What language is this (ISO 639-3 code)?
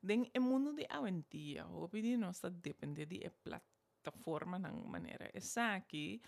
pap